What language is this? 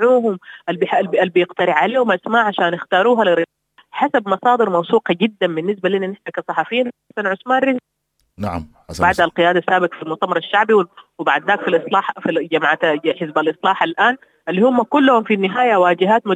Sudanese Arabic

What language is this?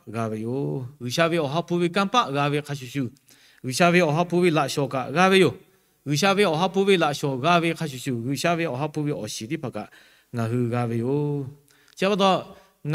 Lahu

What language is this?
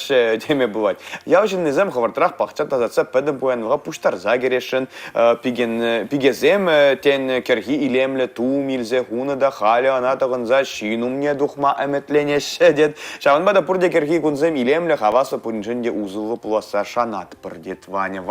Chuvash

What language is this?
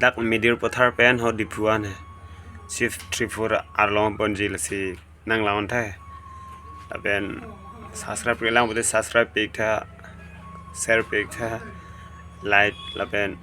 Karbi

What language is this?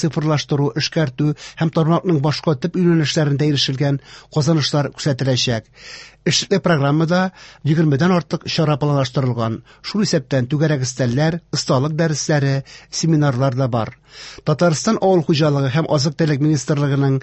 Tatar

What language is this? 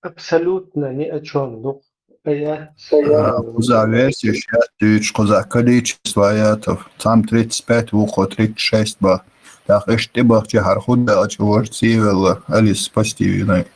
Chechen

